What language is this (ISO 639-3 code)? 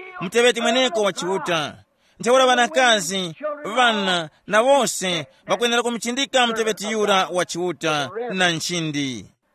tum